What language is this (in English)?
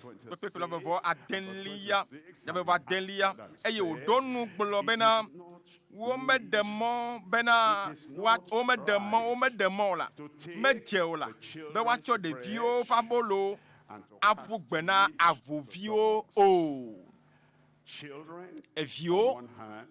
Ewe